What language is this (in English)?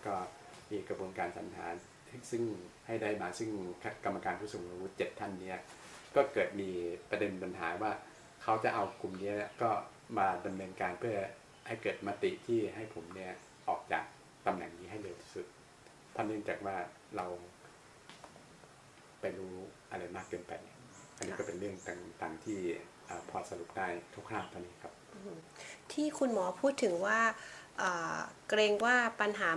Thai